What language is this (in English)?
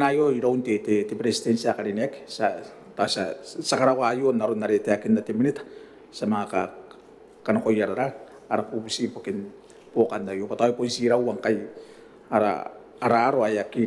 Gilbertese